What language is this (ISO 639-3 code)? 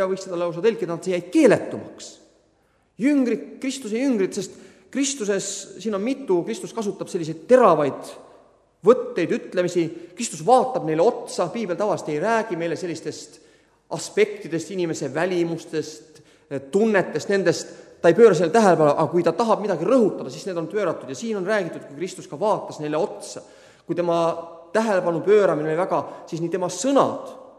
est